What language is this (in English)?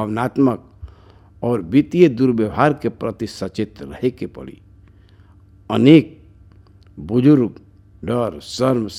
Bhojpuri